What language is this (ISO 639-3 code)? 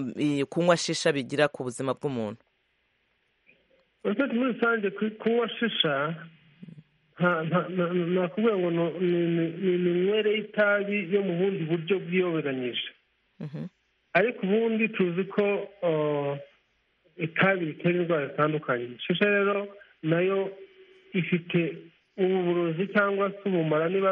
kin